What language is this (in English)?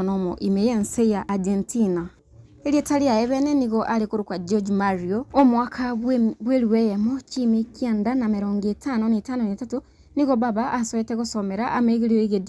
Gusii